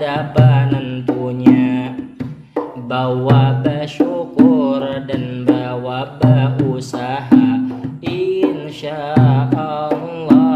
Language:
Banjar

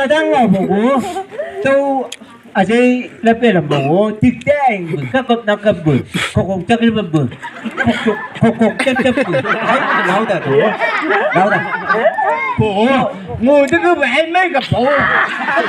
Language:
Chang Naga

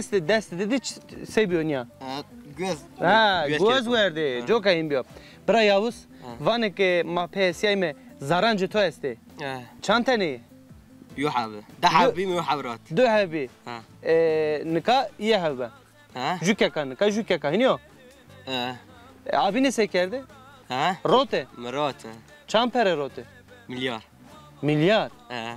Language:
Zaza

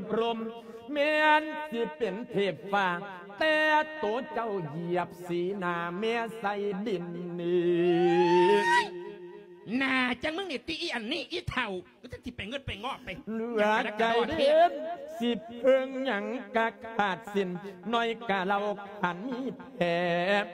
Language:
Lao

